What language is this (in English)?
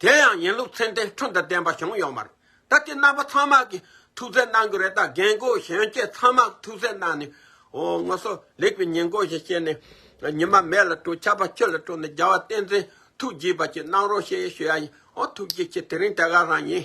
Tibetan